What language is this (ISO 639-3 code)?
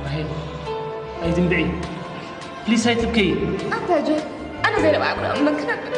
tir